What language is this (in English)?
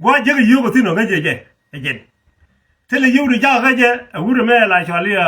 Nuer